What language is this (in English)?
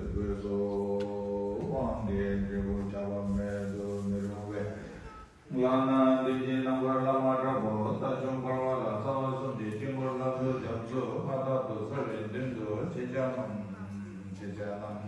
Tibetan